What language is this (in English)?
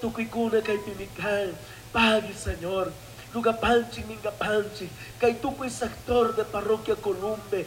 Chimborazo Highland Quichua